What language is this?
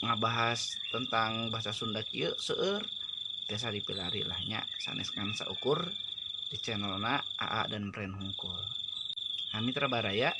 Sundanese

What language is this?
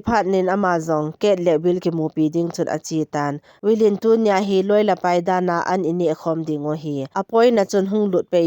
Thado Chin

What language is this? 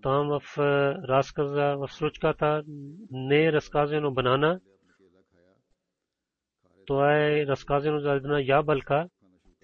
Bulgarian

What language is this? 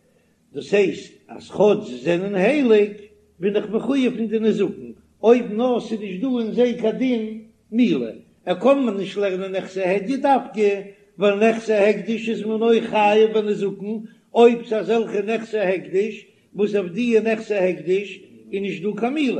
Yiddish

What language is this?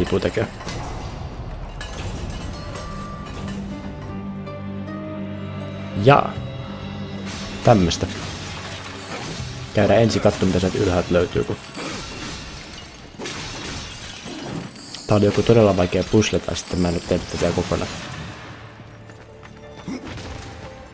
Finnish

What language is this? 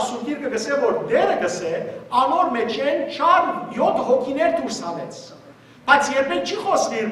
Western Armenian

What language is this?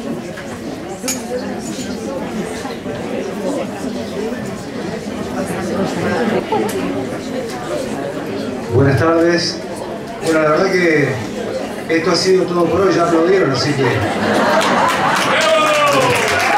Spanish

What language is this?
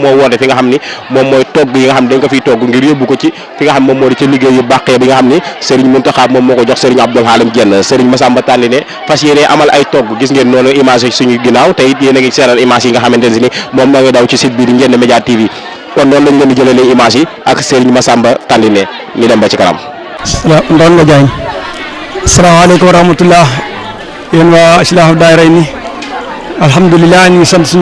Wolof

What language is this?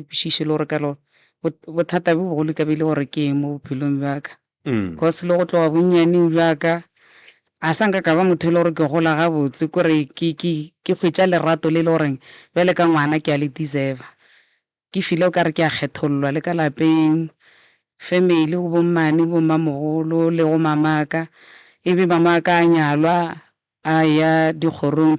Northern Sotho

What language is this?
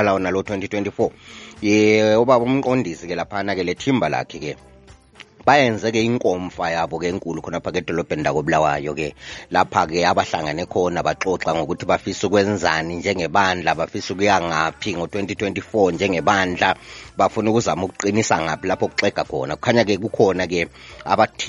North Ndebele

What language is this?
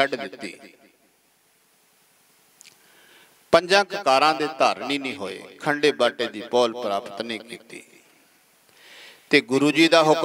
Punjabi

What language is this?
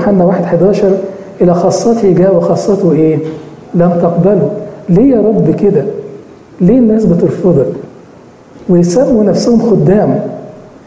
Egyptian Arabic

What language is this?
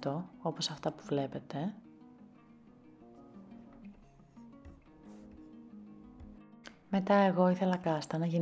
Greek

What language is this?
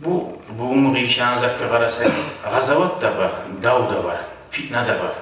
Kumyk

